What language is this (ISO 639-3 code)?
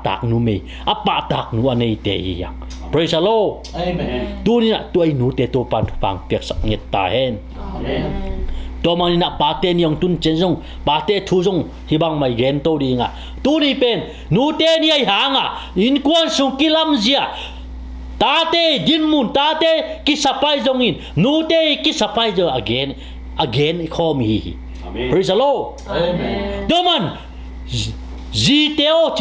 ctd